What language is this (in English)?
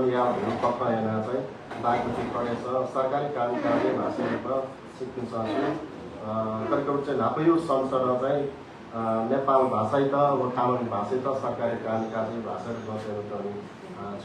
Newari